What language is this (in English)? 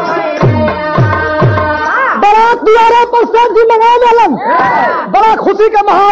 Bhojpuri